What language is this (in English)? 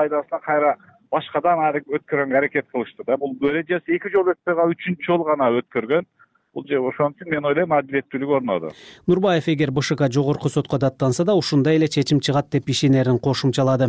Kyrgyz